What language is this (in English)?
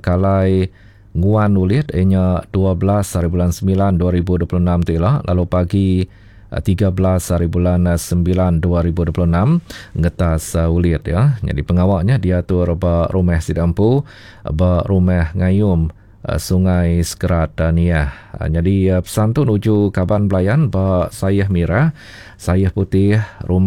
Iban